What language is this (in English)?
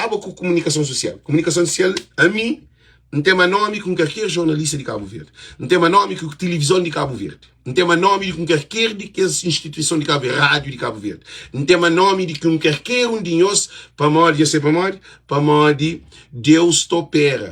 Kabuverdianu